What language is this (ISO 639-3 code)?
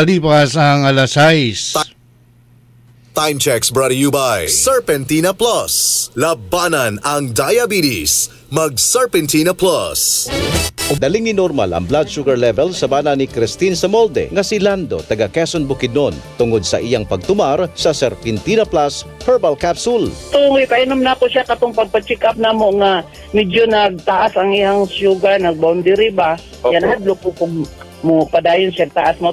ceb